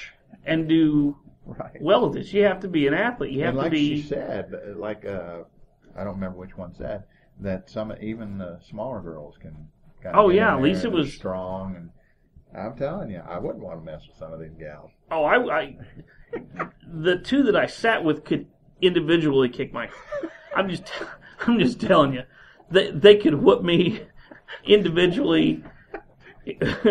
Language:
English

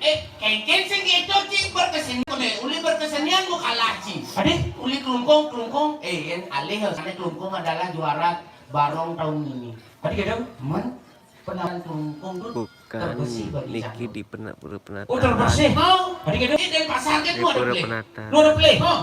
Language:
Balinese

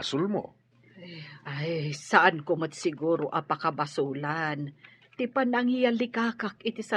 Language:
Iloko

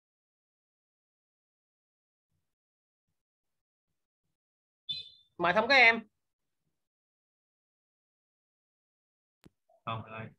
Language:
Vietnamese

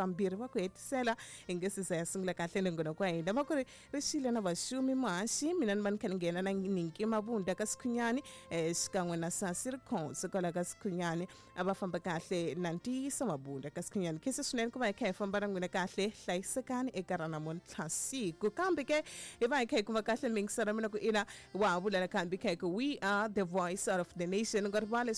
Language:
Tsonga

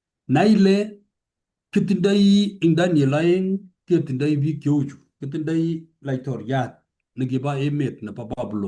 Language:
Kalenjin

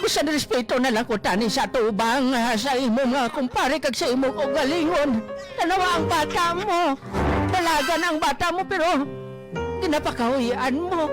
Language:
Hiligaynon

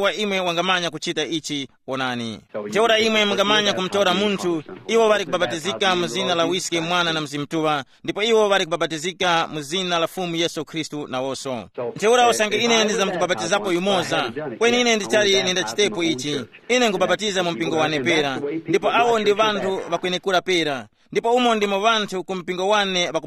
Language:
Tumbuka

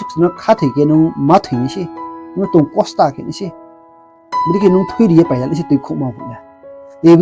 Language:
Riang (India)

